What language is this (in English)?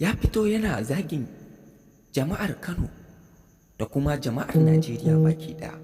Hausa